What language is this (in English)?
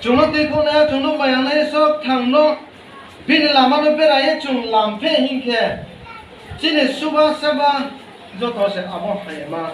Riang (India)